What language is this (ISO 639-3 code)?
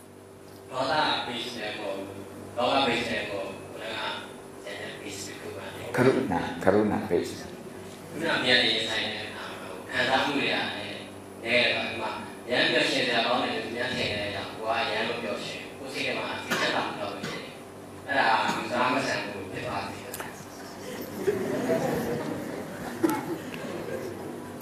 mya